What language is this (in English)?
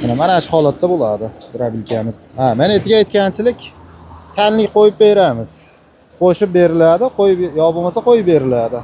Uzbek